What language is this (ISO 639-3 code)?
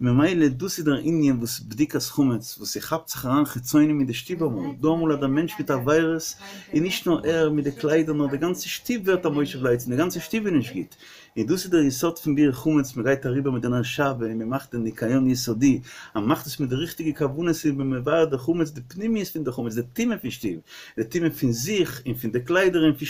yid